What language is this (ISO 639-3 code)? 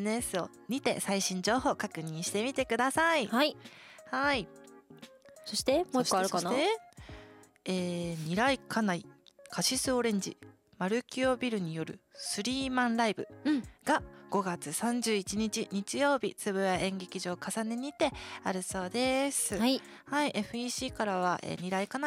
jpn